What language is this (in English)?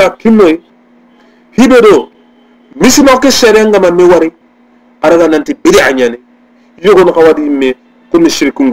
Soninke